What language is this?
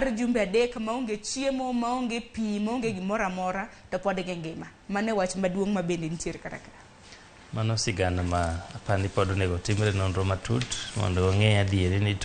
Luo (Kenya and Tanzania)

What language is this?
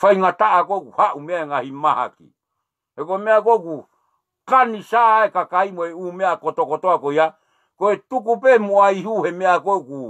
Tongan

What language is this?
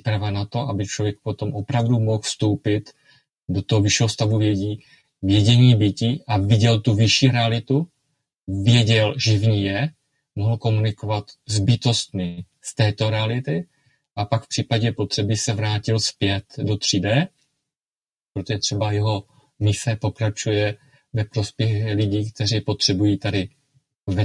Czech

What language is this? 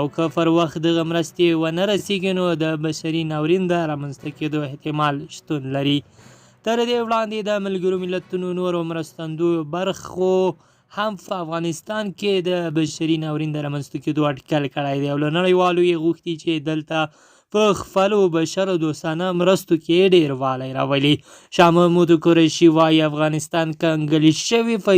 Pashto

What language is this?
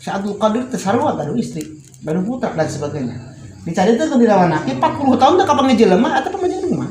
Sundanese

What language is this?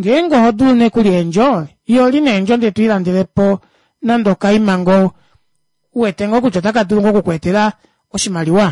Kuanyama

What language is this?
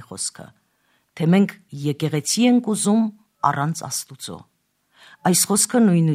Armenian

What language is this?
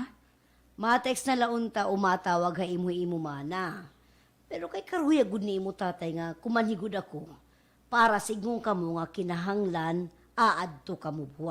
Waray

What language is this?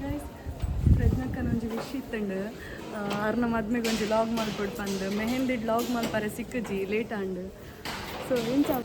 Tulu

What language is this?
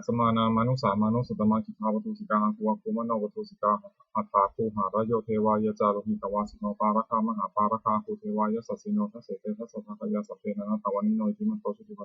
Pali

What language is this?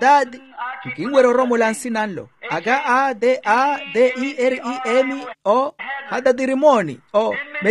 Makhuwa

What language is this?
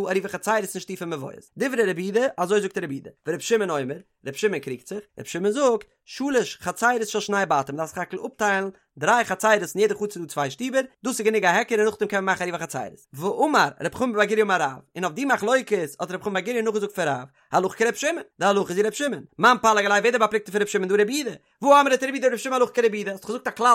Yiddish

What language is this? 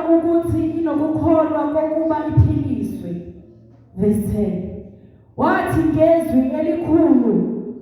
Zulu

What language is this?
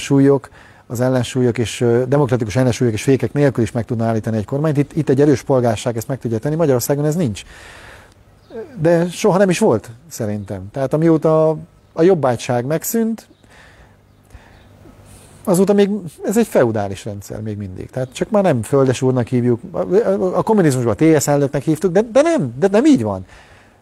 Hungarian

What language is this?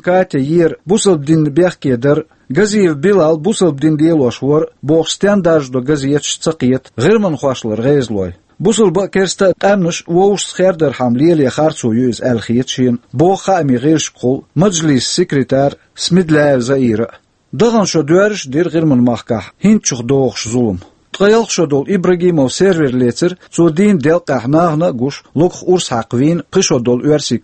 Chechen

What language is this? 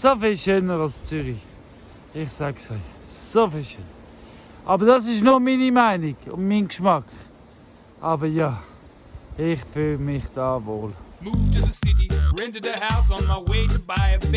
Swiss German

